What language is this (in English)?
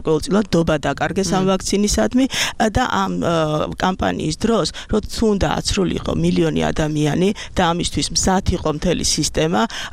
Georgian